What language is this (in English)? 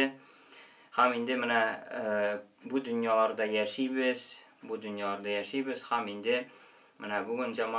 Tatar